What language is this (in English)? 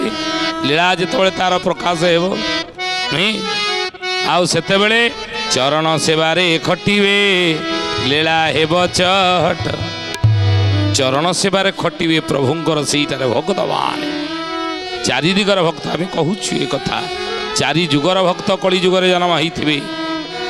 Odia